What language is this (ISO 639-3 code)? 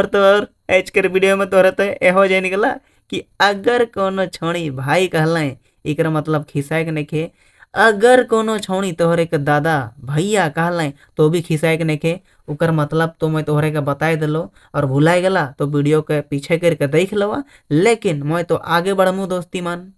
sck